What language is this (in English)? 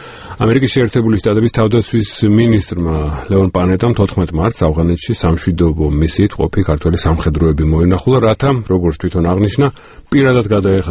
Georgian